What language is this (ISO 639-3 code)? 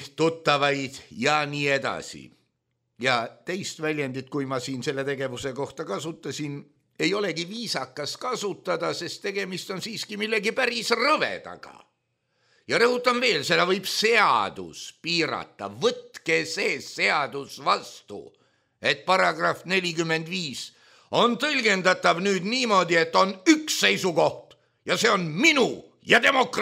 est